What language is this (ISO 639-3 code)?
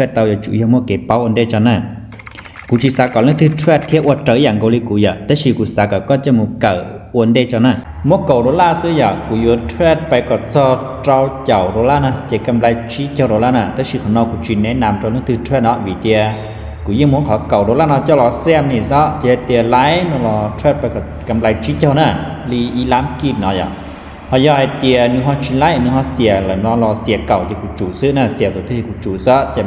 hmn